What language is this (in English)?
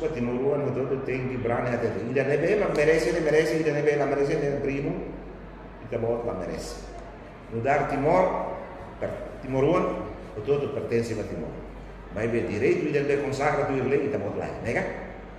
Tetum